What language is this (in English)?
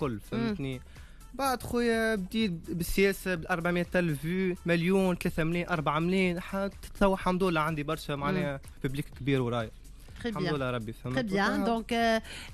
Tunisian Arabic